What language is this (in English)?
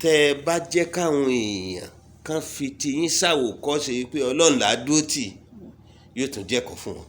Yoruba